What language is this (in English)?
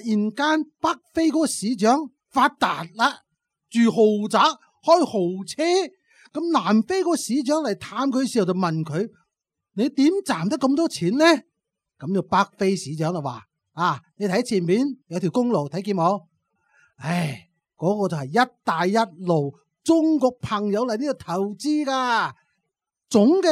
Cantonese